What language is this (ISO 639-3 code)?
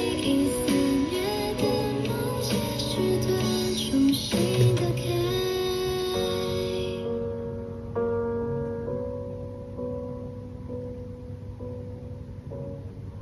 zho